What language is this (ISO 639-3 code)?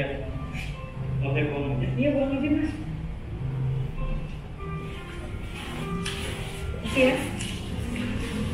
ind